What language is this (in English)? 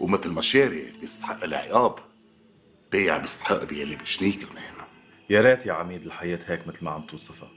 North Levantine Arabic